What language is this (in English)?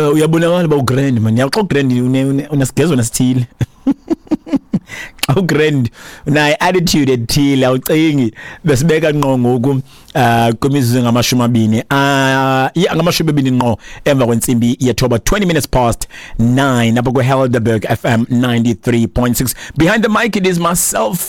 Xhosa